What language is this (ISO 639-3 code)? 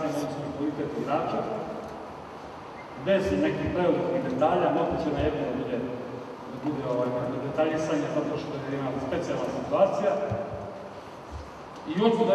srp